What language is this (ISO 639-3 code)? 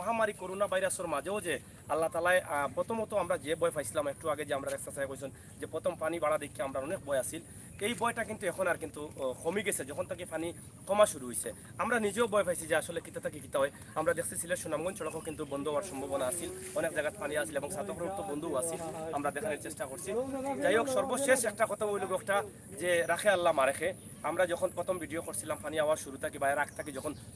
syl